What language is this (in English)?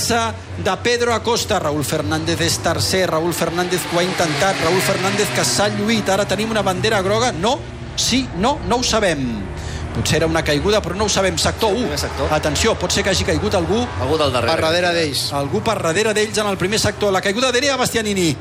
Catalan